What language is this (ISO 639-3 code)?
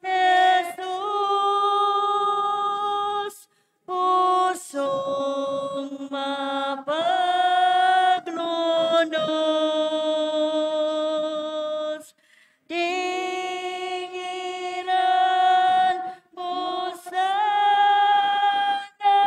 pam